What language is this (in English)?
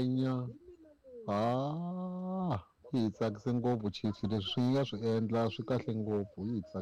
Tsonga